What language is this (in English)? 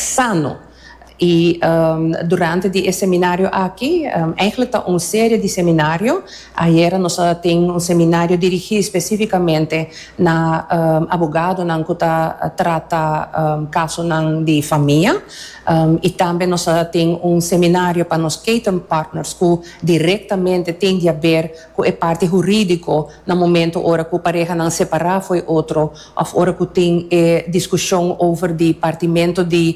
Papiamento